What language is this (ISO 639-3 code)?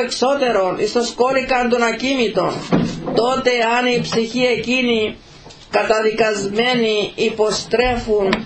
ell